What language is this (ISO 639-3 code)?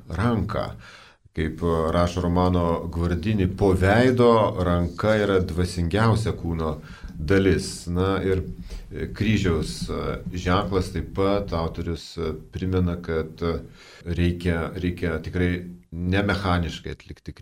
lit